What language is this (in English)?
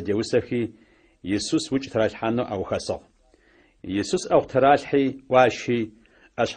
Adyghe